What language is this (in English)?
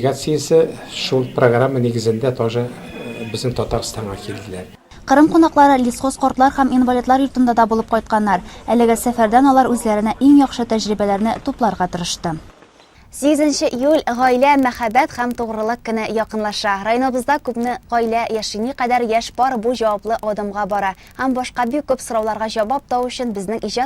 Tatar